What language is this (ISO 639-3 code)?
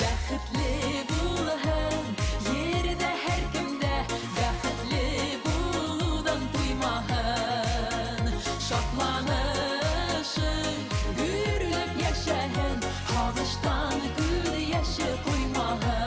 bak